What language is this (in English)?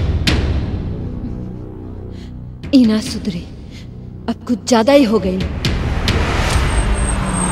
Bhojpuri